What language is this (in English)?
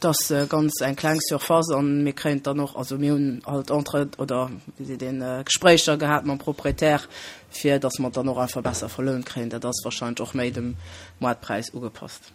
Luxembourgish